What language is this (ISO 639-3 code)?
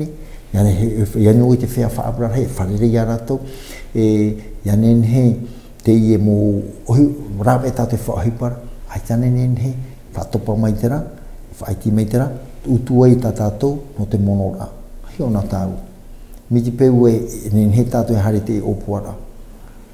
tah